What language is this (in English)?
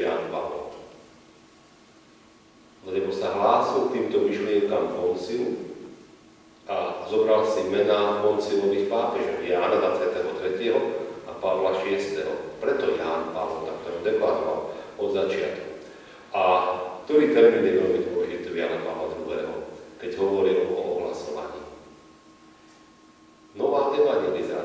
Slovak